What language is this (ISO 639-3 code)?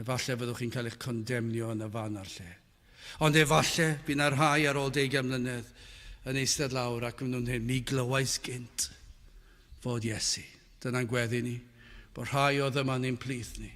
cym